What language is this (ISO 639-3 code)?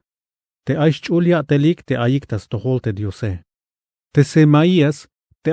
tzh